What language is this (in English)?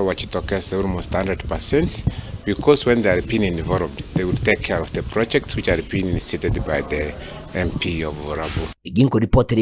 Gusii